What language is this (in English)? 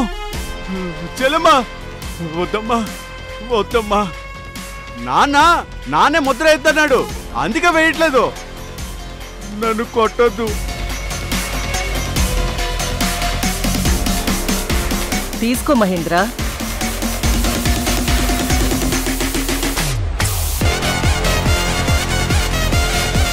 Telugu